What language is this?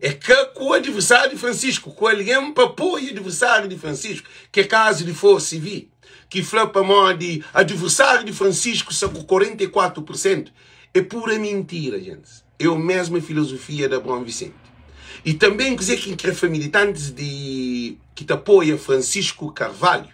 Kabuverdianu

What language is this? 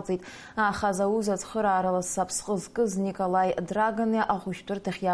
Abkhazian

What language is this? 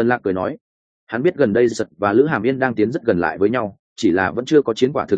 Vietnamese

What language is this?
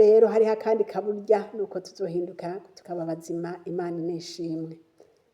Rundi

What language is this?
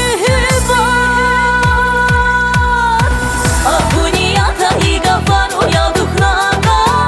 Tabassaran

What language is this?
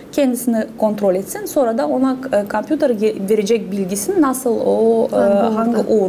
Gagauz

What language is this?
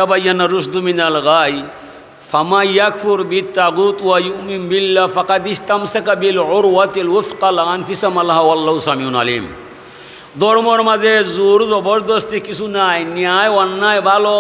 Sylheti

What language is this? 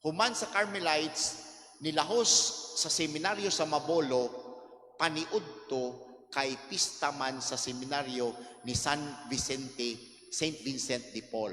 Cebuano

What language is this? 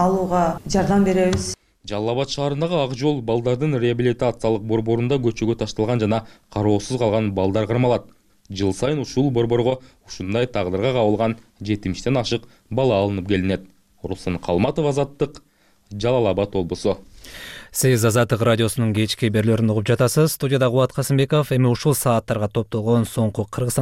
Kyrgyz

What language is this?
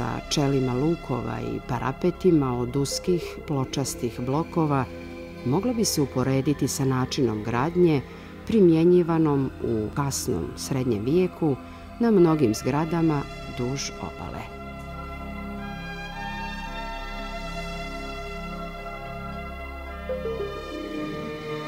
Serbian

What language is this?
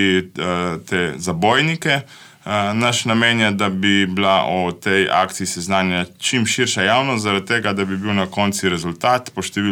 Slovenian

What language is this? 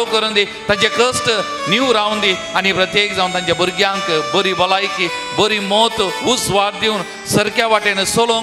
Konkani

